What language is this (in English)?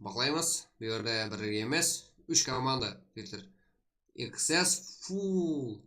Kara-Kalpak